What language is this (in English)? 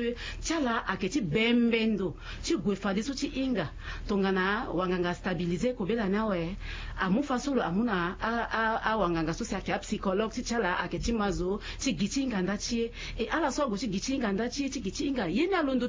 Sango